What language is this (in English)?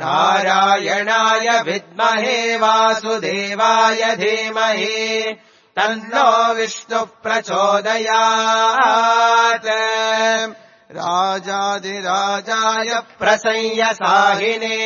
Sanskrit